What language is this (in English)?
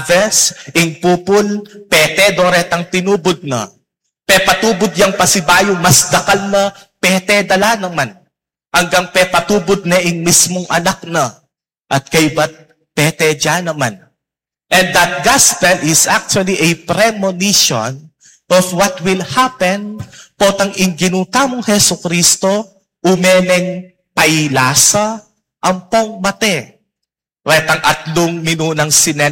Pampanga